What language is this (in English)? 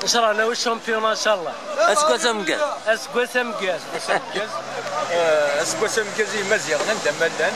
Kabyle